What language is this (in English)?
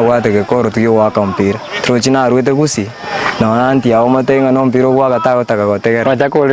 Gusii